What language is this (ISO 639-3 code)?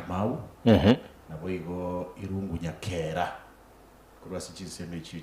guz